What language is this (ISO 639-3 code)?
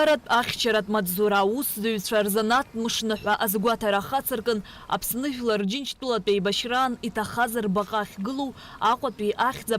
abk